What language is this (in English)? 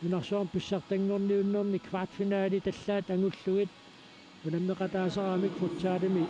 Kalaallisut